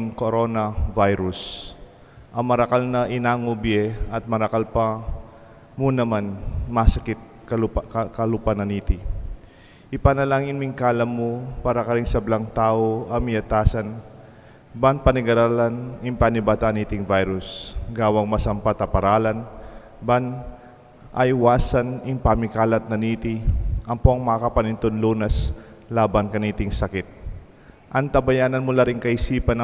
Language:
Pampanga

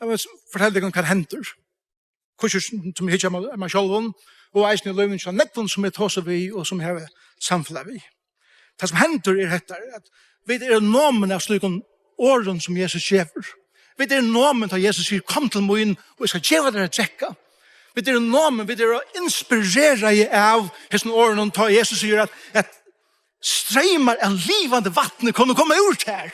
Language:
Faroese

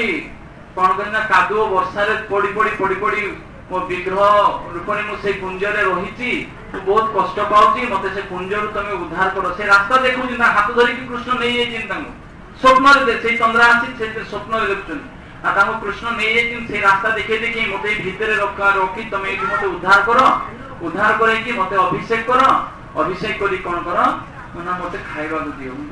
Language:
Odia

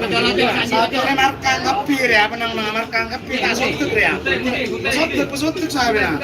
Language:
Madurese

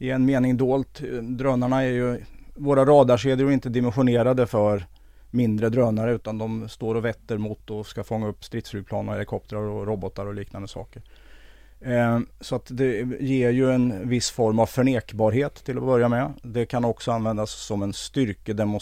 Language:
Swedish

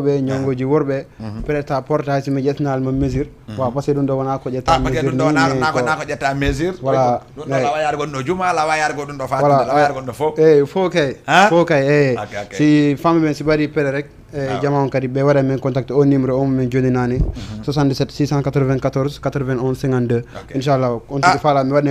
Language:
Fula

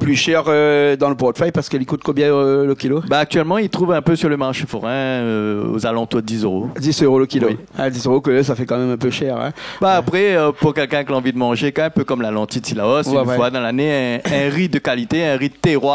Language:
Réunion Creole French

